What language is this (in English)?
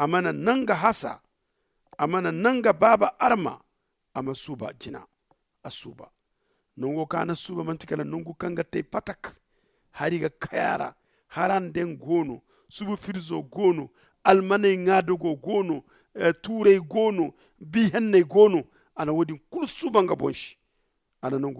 Zarma